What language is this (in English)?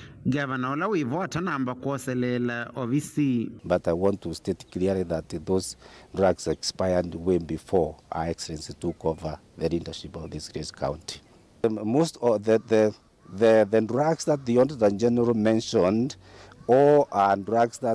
Kamba